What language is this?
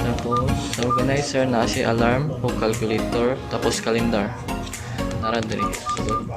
Cebuano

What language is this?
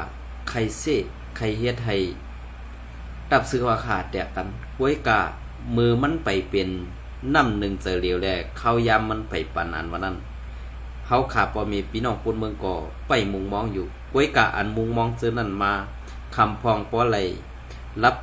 Shan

